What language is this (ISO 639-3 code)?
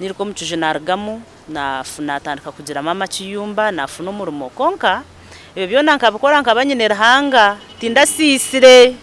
nyn